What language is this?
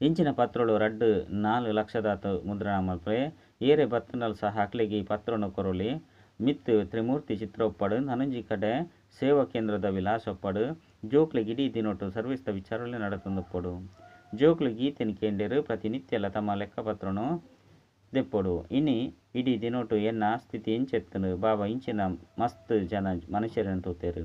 Tulu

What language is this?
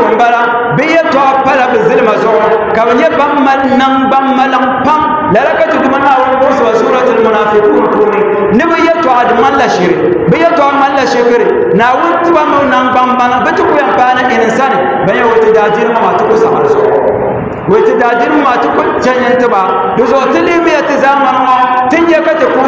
Dagbani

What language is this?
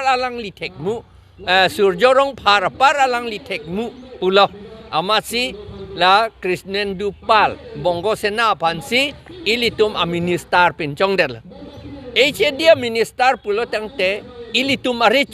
Karbi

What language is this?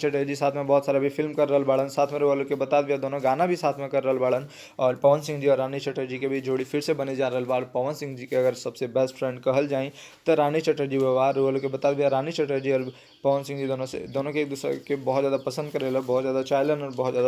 Bhojpuri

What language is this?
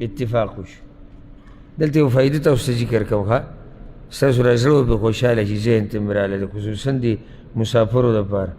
Pashto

